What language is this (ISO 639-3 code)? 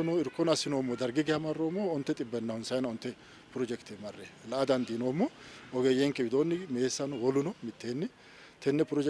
sid